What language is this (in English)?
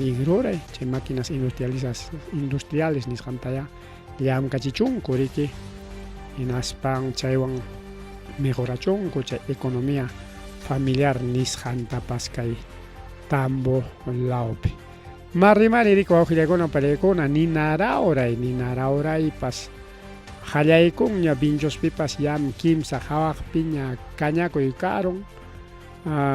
Ayacucho Quechua